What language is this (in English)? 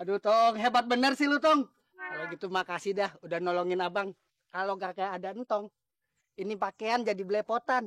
Betawi